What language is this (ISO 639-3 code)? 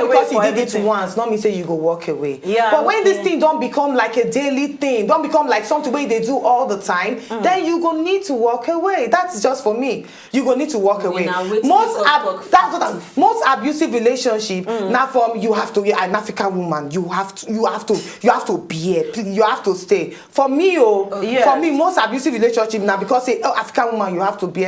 pcm